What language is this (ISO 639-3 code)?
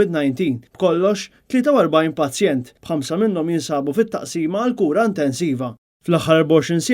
mlt